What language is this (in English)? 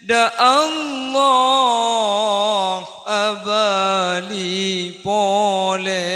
Madurese